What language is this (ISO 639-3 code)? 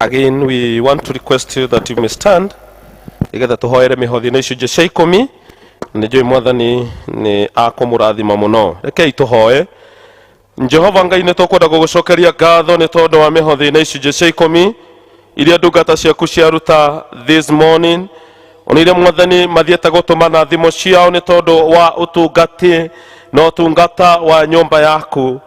kik